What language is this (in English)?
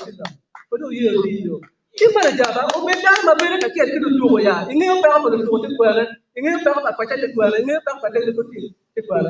Acoli